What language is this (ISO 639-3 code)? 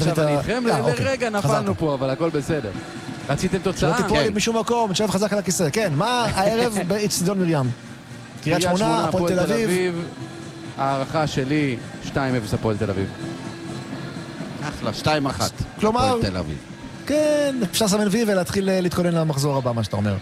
heb